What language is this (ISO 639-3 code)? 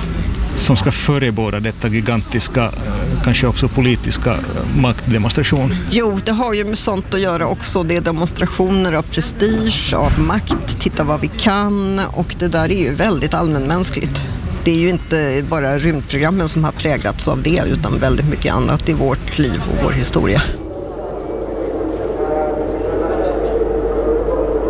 swe